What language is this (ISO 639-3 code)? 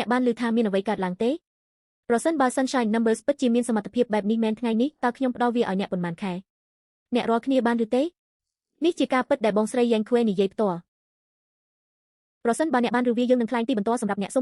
khm